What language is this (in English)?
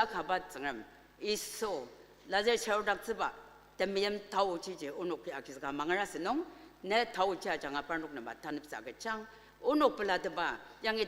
Ao Naga